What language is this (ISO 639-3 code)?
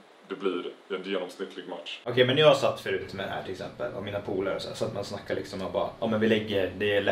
swe